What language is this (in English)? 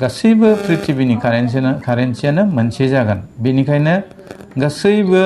Bodo